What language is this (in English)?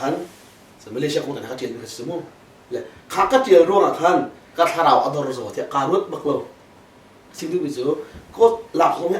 Hakha Chin